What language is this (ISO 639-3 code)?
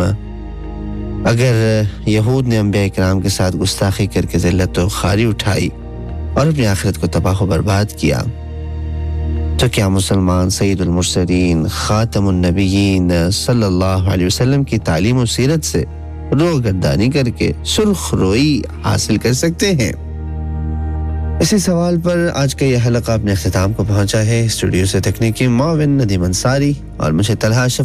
urd